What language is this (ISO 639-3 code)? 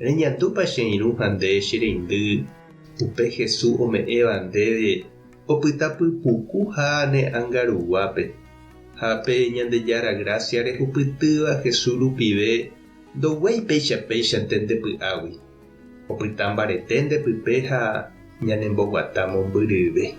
grn